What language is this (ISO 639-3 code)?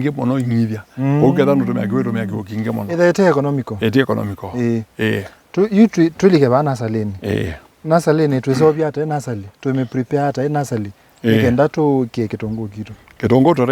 kam